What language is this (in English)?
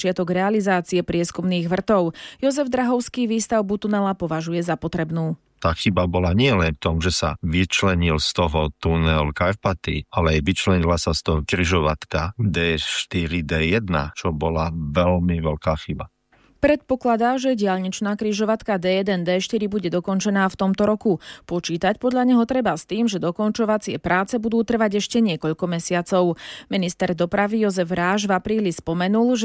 Slovak